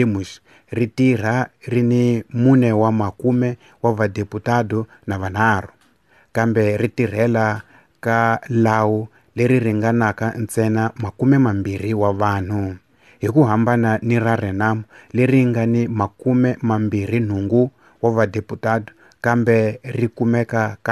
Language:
Tsonga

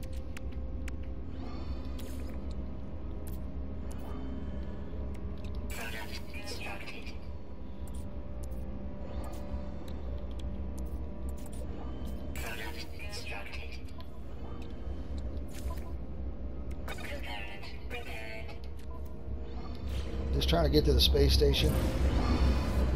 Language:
English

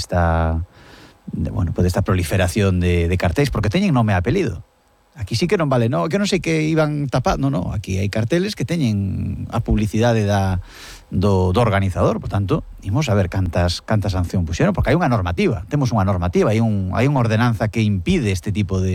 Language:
Galician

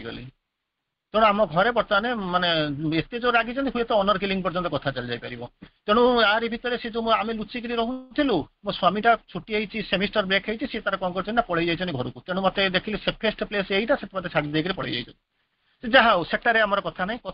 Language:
Odia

